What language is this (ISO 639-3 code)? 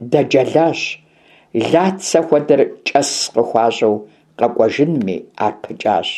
kbd